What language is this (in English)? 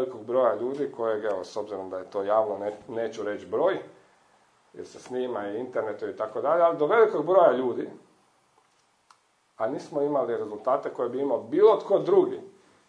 Croatian